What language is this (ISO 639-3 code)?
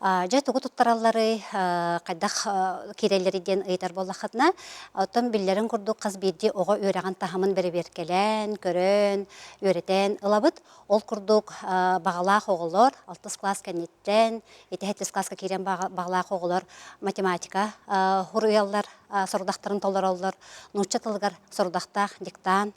sah